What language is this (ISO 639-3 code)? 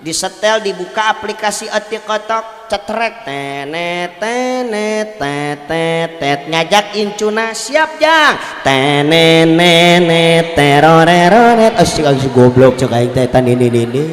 sun